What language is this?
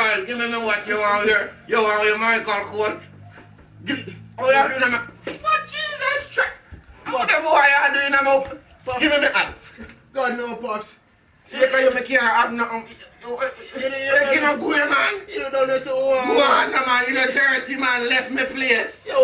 Jamaican Creole English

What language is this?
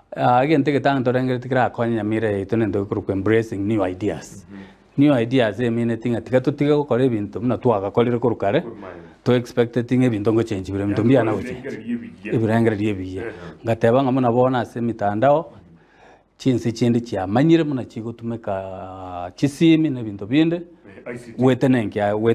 Gusii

